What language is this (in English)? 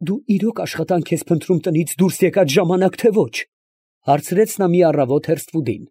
Armenian